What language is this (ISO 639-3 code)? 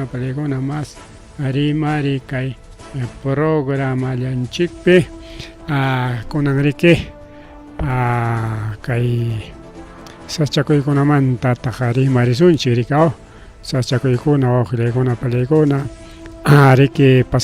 quy